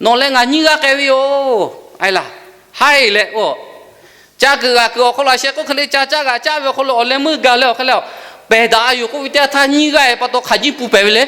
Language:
Lahu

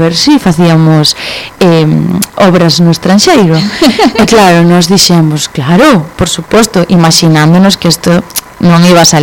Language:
Galician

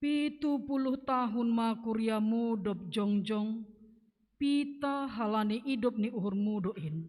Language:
Batak Simalungun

